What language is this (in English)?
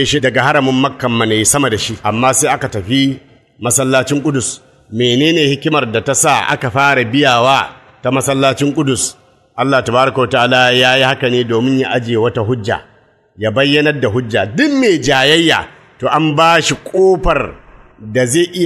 Hausa